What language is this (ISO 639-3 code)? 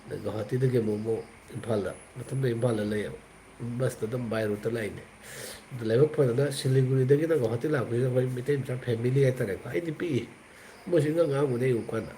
mni